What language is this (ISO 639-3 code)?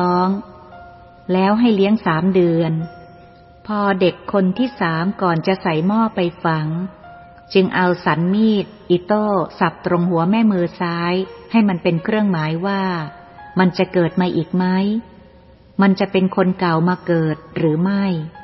tha